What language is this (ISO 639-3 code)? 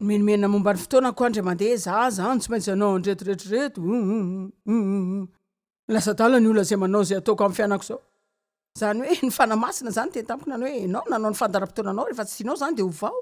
mlg